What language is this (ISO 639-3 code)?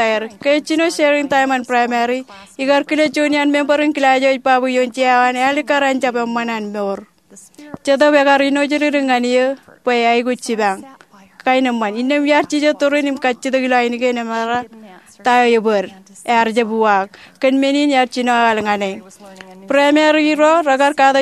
mah